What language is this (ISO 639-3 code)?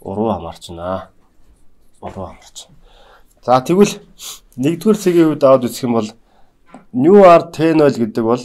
mon